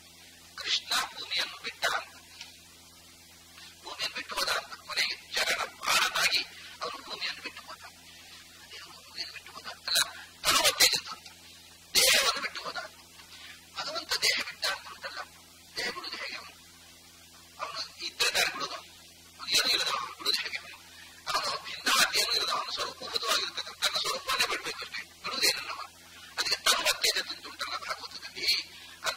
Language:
Kannada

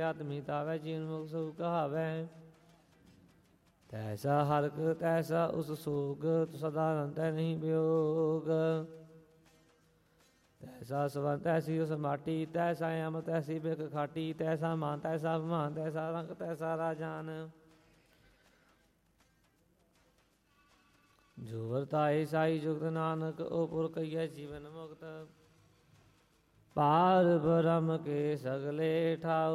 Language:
Punjabi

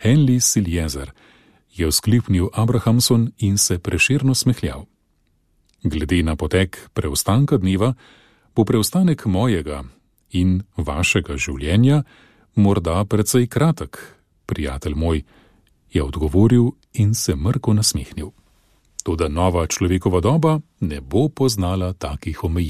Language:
Slovenian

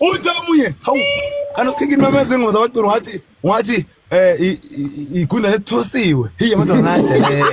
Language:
Zulu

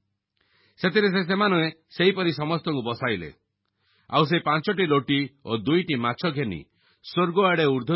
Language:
Odia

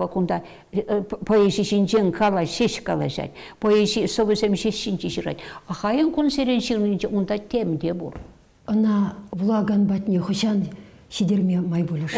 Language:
Chuvash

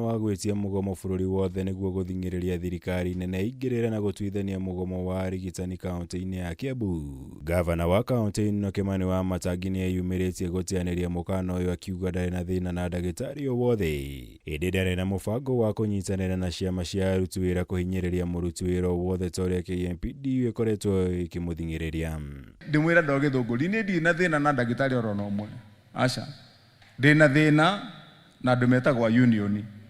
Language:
Kikuyu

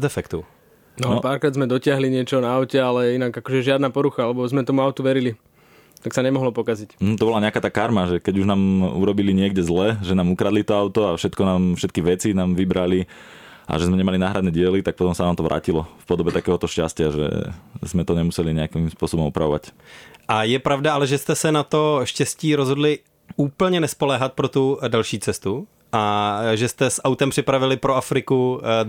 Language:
Slovak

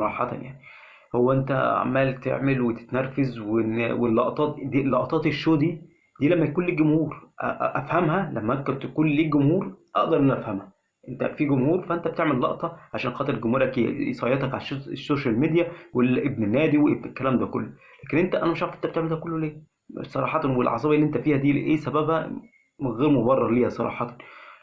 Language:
Egyptian Arabic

